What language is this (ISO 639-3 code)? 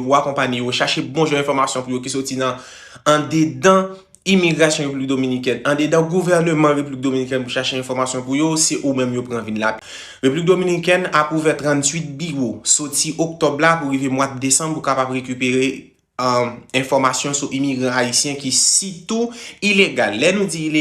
hat